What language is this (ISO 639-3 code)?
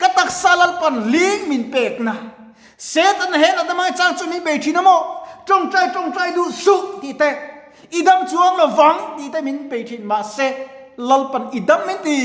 lus